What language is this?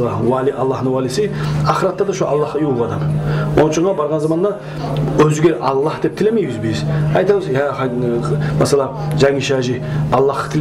Kumyk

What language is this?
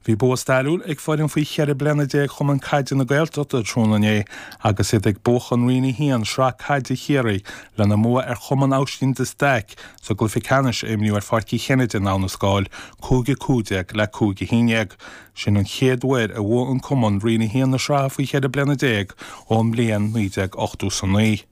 Irish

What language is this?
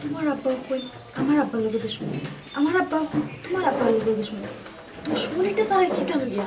Sylheti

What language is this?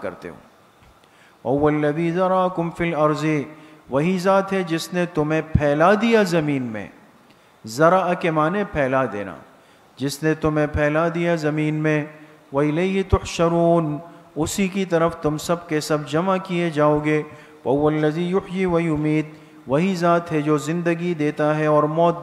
Urdu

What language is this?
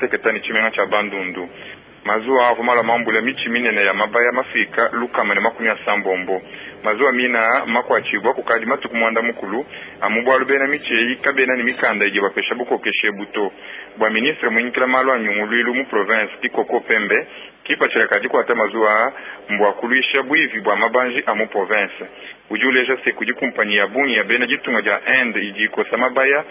Luba-Lulua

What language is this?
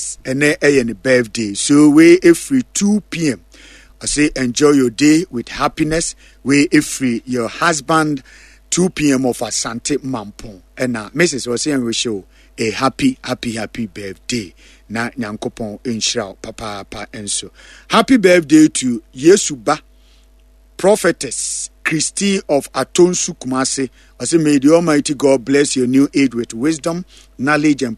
Akan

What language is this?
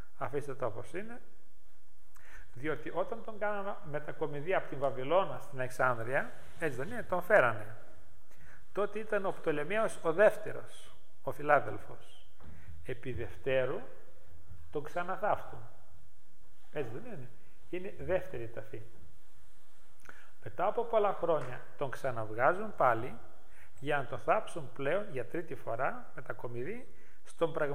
Greek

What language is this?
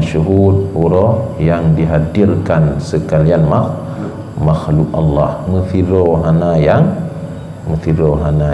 Achinese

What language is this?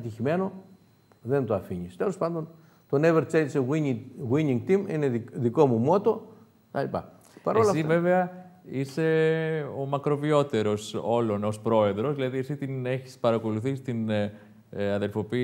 Greek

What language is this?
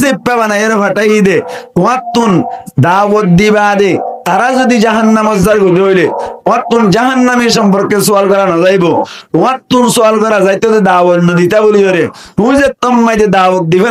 Rohingya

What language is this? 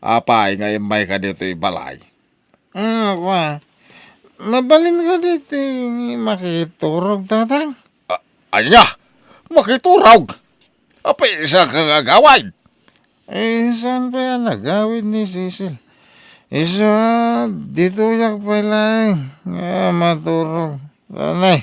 Iloko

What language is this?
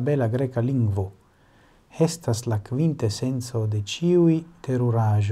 Esperanto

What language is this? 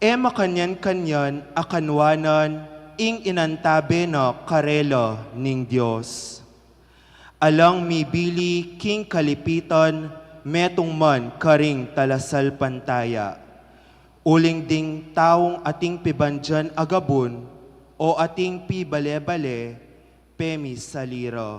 Pampanga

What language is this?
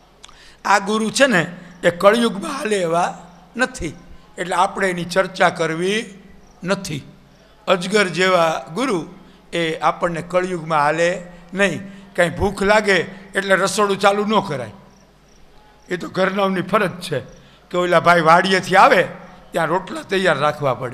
Gujarati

